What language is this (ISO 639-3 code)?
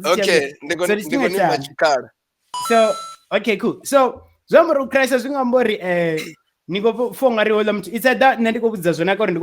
ven